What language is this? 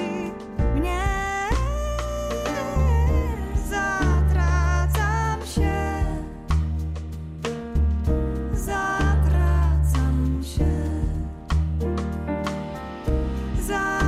Polish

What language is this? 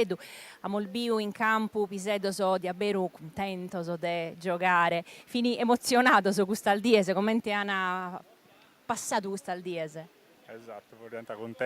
Sardinian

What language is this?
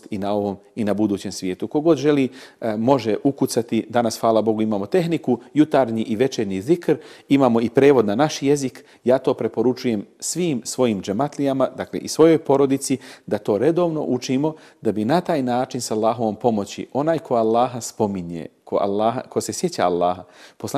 Bosnian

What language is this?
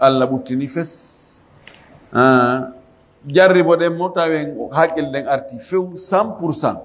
Fula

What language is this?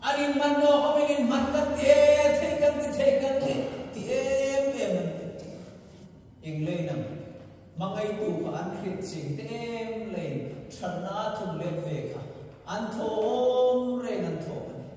Hmar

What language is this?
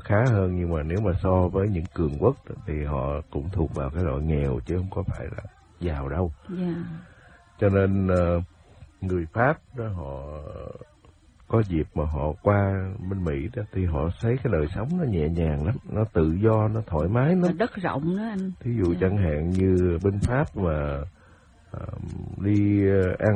Vietnamese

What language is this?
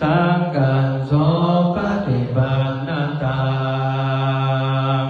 Pali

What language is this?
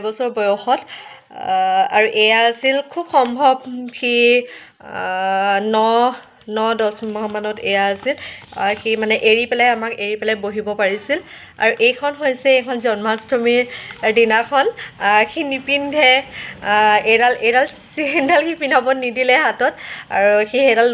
Assamese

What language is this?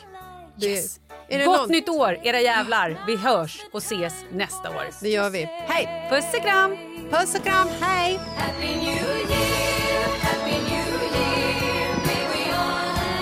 Swedish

